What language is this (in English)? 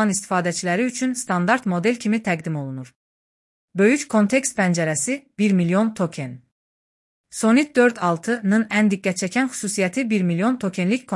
Azerbaijani